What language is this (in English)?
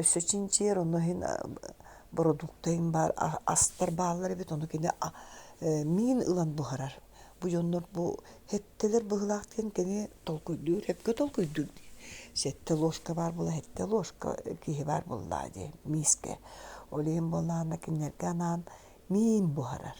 Yakut